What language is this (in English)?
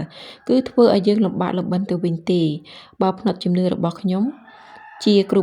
Khmer